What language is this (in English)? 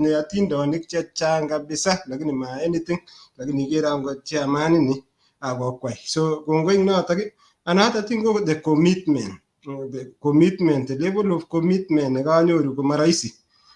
Kalenjin